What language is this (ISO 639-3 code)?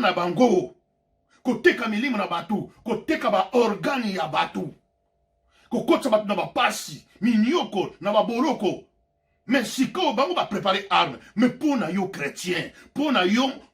lin